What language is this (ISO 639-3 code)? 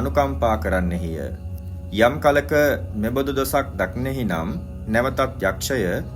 sin